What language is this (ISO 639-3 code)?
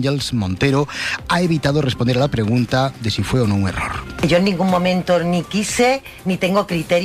spa